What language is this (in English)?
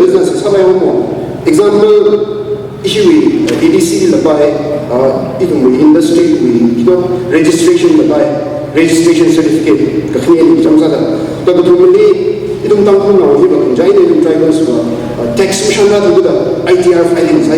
Tangkhul Naga (India)